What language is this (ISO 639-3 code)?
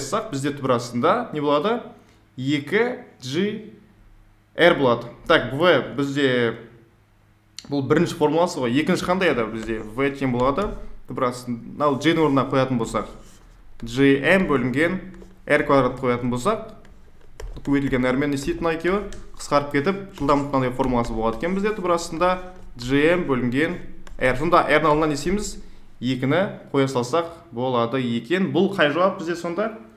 kaz